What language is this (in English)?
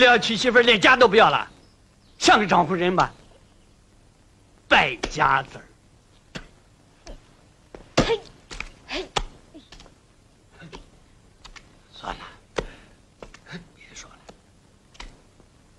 Chinese